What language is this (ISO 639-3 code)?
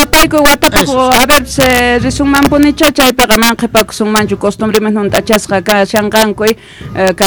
quh